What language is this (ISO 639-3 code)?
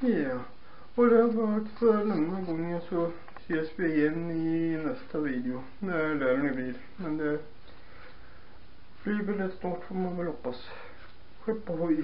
swe